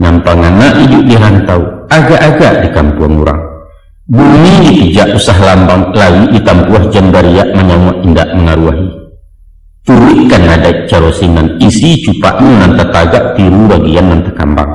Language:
Minangkabau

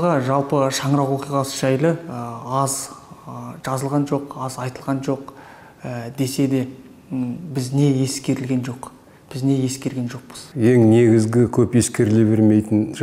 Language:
Kazakh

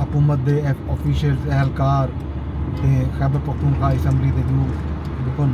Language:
Saraiki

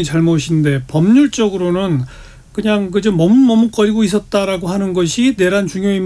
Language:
Korean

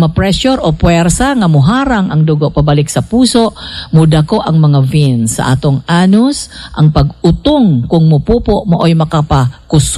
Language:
Cebuano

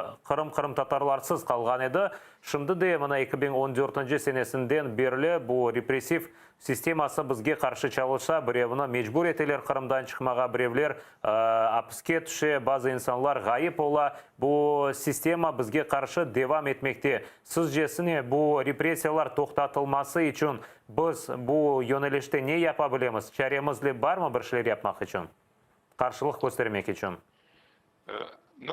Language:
Crimean Tatar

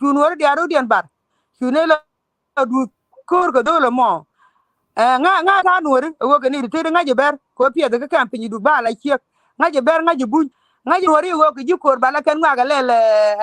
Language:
Nuer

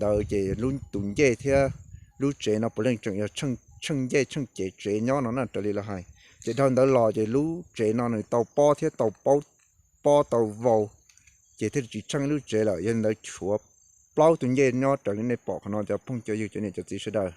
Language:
Hmong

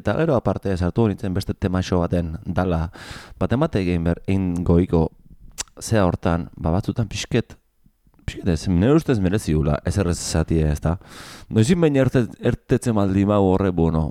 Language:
Basque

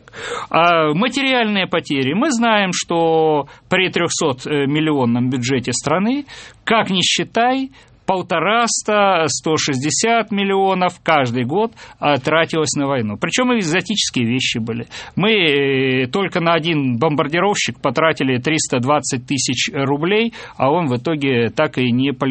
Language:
Russian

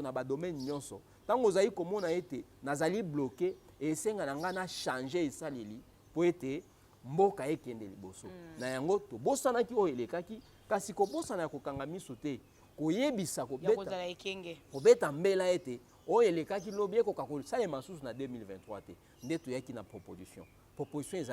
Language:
Lingala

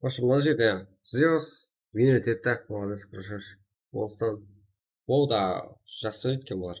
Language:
Kara-Kalpak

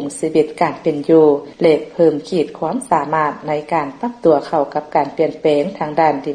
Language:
Lao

